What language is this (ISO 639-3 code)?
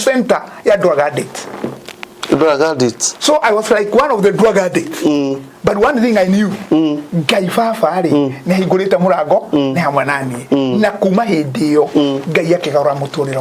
kik